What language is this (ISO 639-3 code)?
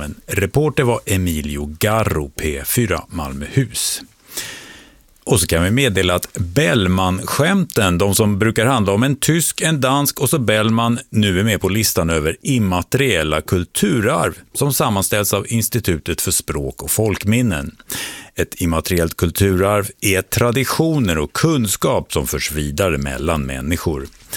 swe